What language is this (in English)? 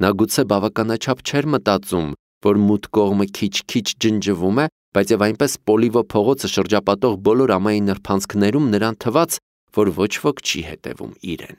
Armenian